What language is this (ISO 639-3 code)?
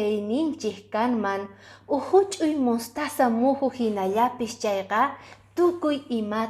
que